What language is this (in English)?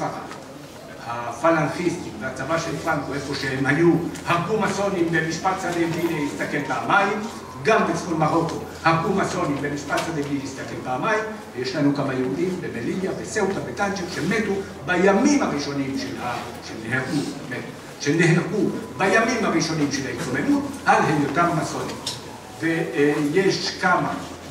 Hebrew